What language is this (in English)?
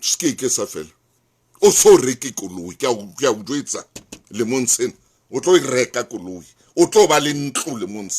Southern Sotho